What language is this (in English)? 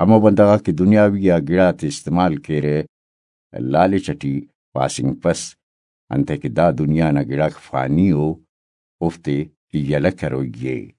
Brahui